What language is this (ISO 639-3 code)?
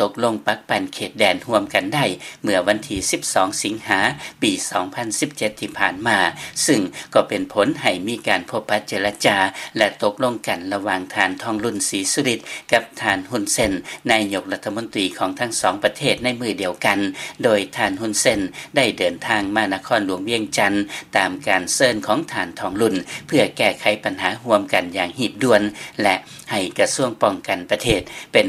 lao